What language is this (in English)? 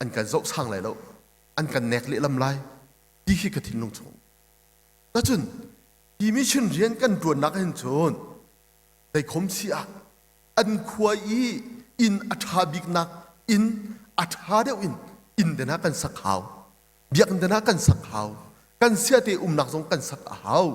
Hakha Chin